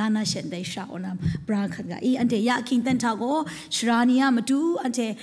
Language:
Kachin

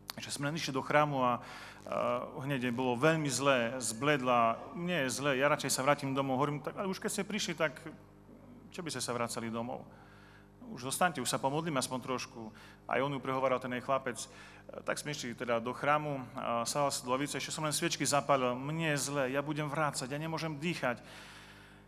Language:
Slovak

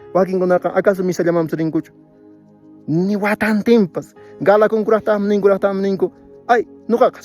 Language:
Quechua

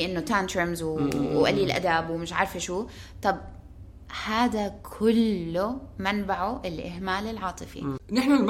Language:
North Levantine Arabic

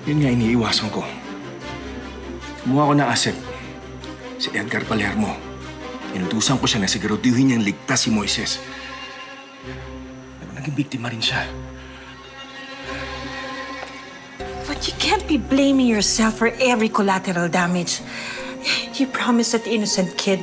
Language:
Filipino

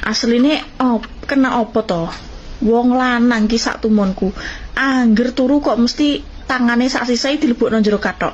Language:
Javanese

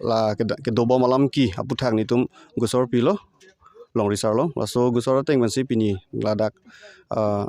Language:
Karbi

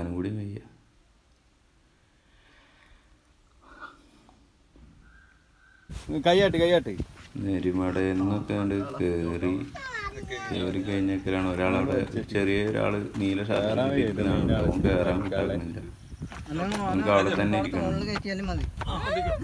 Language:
Malayalam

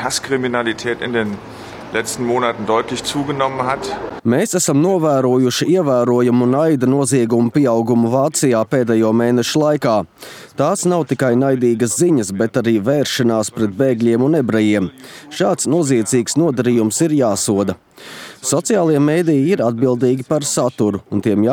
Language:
Latvian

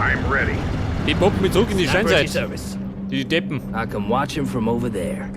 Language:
Bavarian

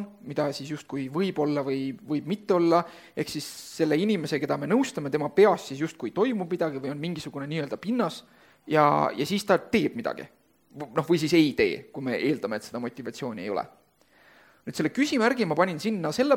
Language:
Estonian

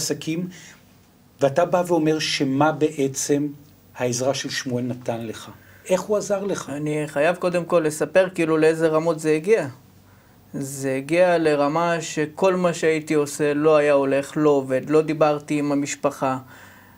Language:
Hebrew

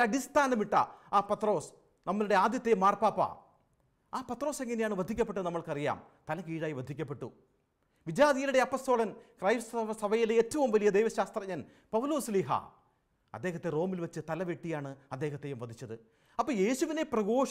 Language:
Malayalam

